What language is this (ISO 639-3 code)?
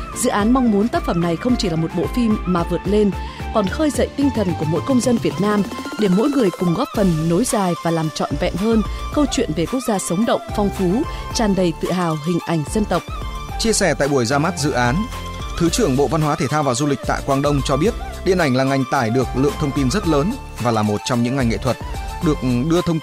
vie